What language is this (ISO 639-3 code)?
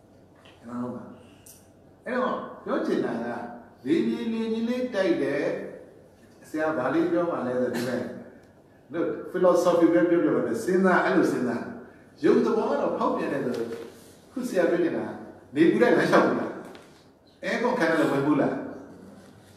mya